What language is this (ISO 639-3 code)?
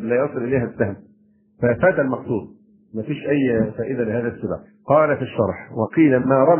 ara